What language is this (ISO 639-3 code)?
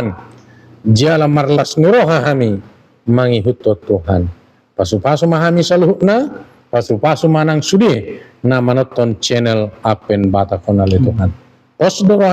bbc